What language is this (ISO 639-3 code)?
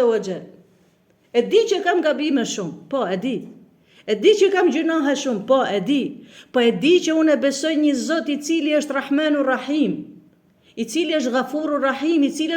sqi